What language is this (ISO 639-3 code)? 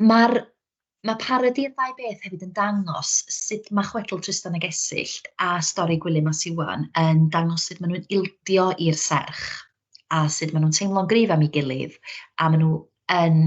cym